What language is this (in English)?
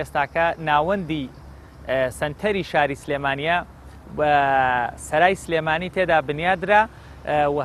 Central Kurdish